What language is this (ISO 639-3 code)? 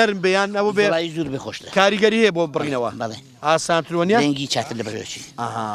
ckb